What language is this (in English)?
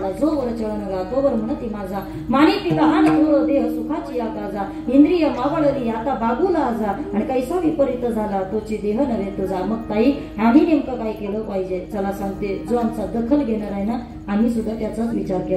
Marathi